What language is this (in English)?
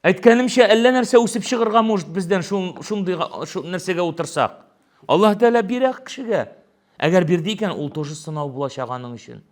Tatar